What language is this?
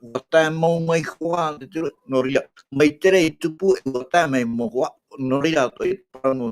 Tahitian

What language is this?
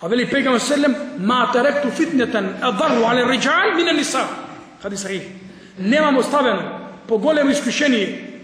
Macedonian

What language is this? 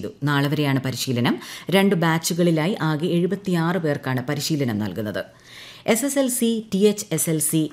Malayalam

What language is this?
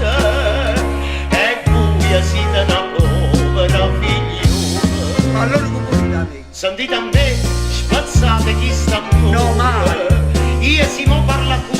Neapolitan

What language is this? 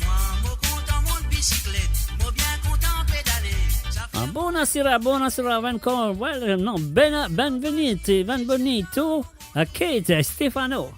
Morisyen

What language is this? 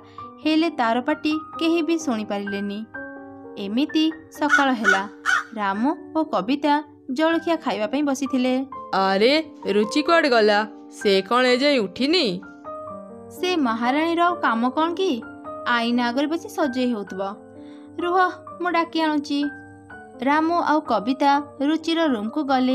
Odia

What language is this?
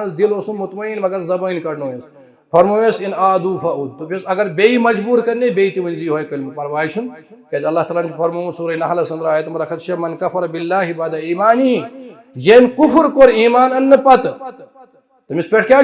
Kashmiri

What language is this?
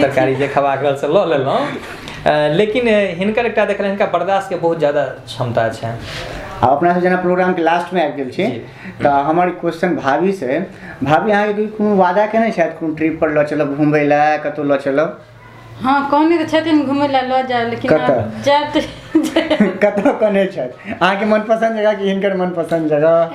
Maithili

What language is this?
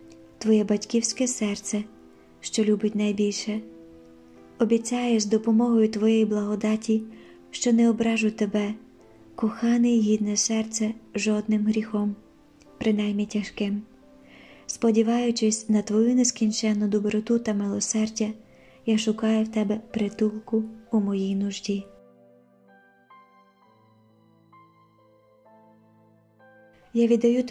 Ukrainian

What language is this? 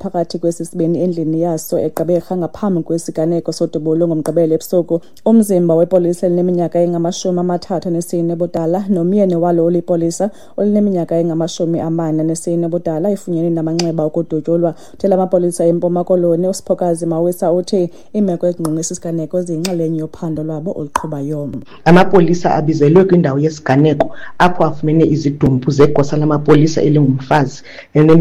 Xhosa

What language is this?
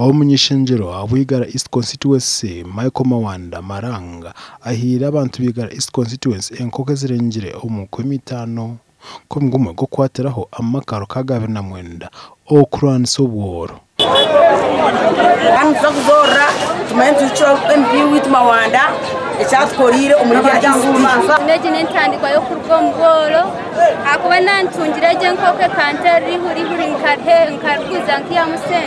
Nyankole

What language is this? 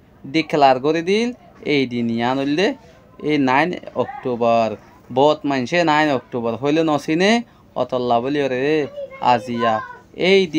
Rohingya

